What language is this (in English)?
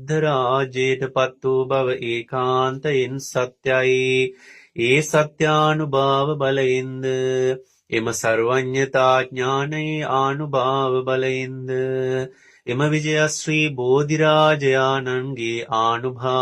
Sinhala